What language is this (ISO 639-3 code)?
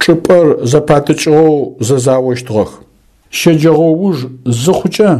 ady